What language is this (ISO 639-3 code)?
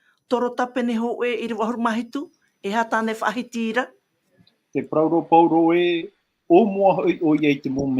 tah